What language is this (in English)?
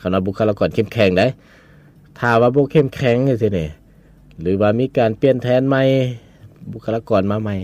Lao